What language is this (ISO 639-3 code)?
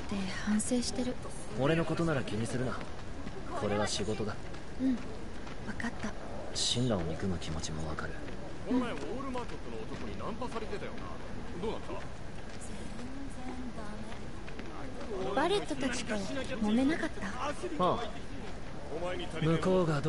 jpn